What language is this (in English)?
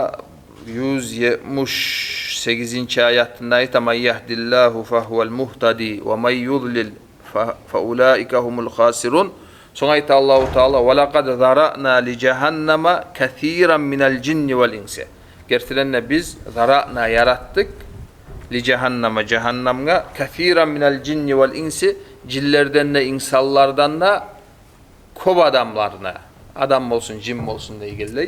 Kumyk